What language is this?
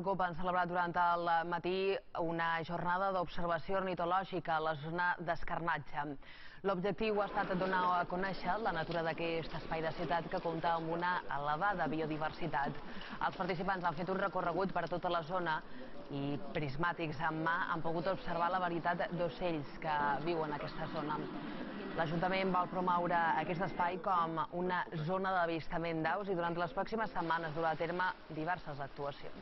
Catalan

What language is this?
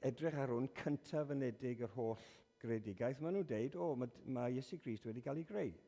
Welsh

